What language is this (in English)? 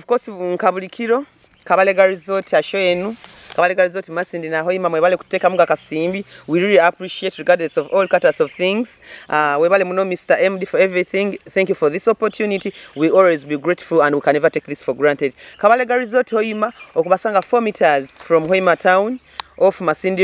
Nyoro